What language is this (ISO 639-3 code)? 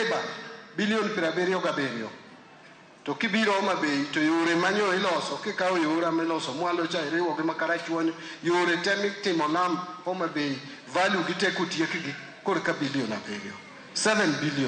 luo